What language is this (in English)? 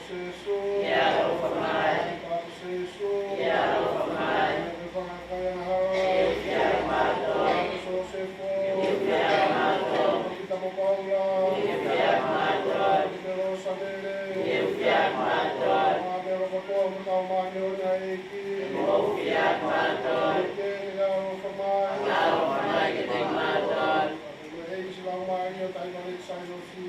Tongan